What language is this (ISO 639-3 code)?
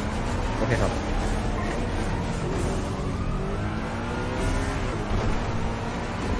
tha